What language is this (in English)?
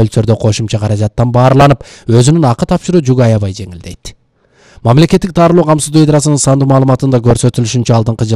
Kyrgyz